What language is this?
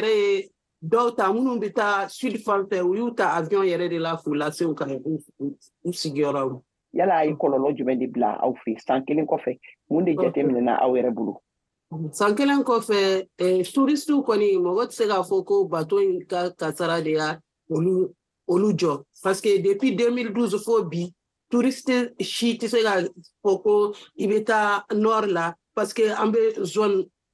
Bambara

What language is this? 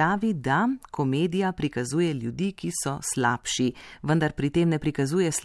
Slovenian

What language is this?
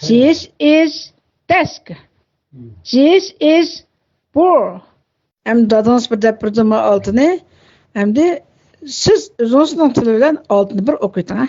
Uyghur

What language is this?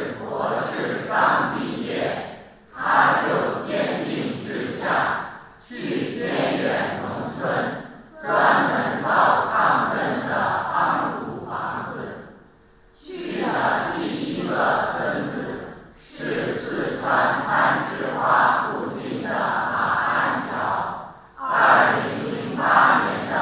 Chinese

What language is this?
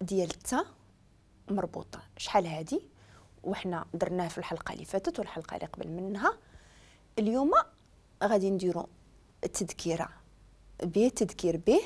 Moroccan Arabic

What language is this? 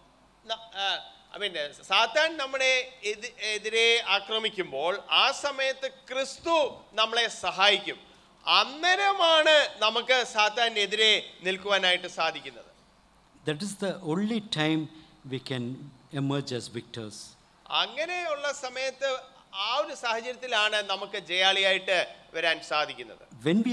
Malayalam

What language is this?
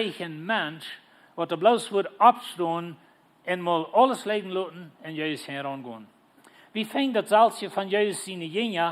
Plautdietsch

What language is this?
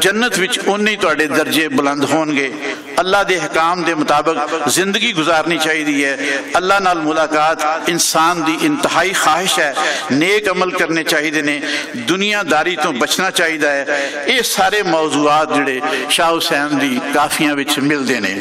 Western Panjabi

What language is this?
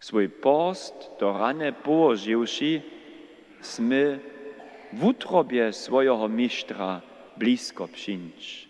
Upper Sorbian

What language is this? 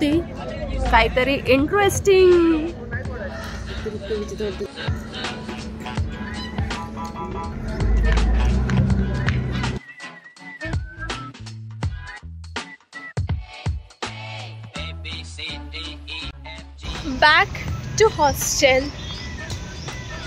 Marathi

